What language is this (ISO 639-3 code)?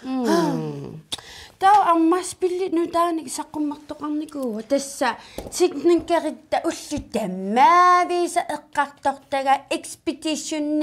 kal